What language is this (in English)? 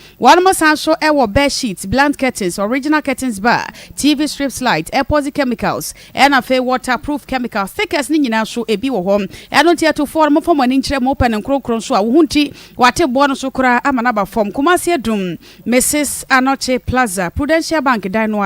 Akan